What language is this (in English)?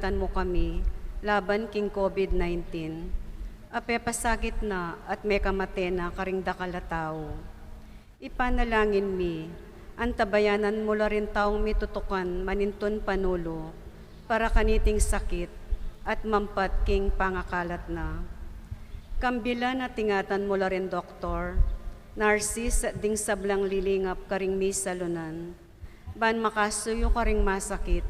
Pampanga